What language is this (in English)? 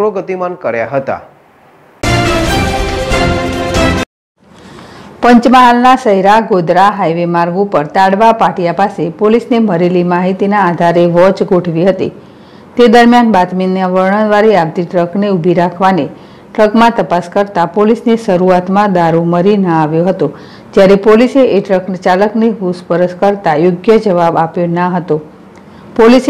Gujarati